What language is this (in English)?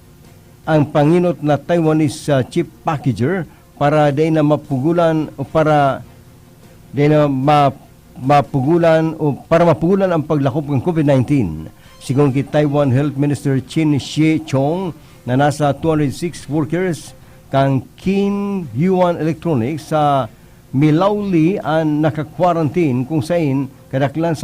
Bikol